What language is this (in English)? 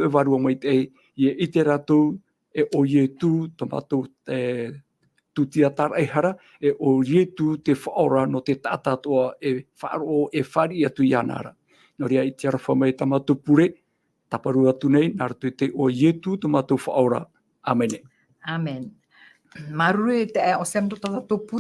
Tahitian